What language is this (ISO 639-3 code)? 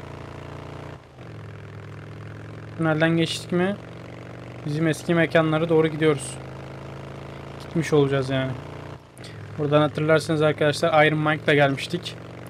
tur